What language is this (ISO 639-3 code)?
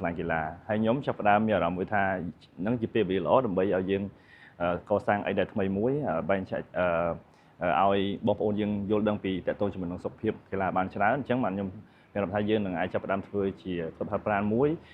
khm